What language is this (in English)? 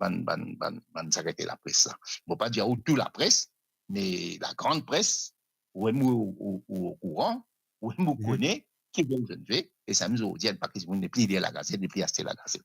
Morisyen